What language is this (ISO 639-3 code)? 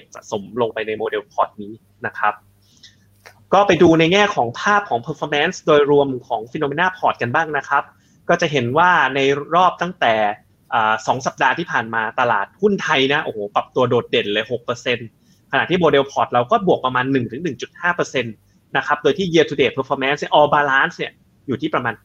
tha